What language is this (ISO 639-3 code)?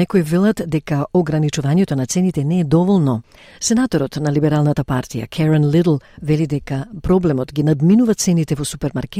mkd